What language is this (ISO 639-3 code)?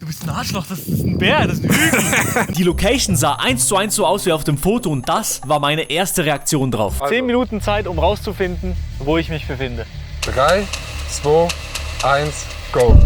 gsw